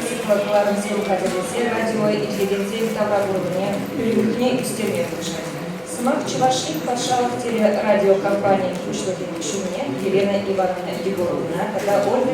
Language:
Chuvash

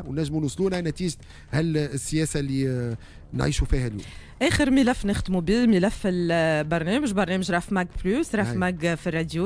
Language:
Tunisian Arabic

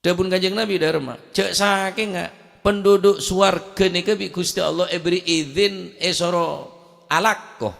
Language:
Madurese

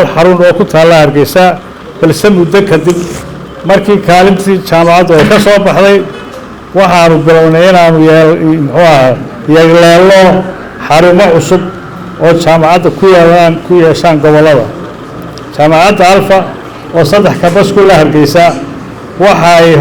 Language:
Somali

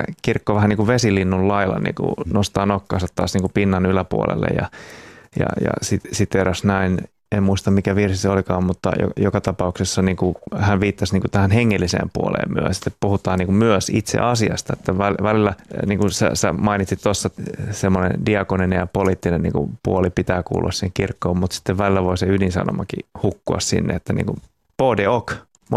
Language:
Finnish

